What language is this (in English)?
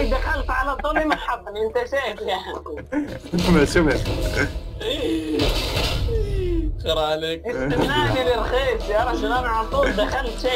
Arabic